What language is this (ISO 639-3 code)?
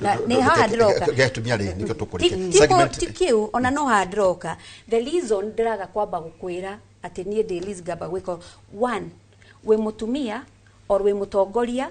kik